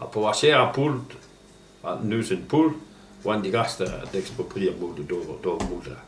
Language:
Breton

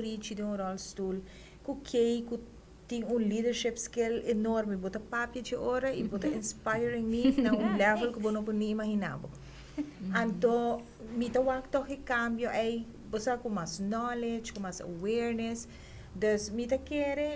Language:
Papiamento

